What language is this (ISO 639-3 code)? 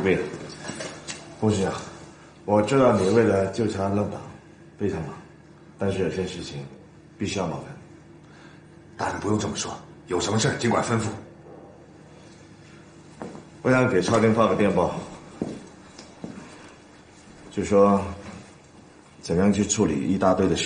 zho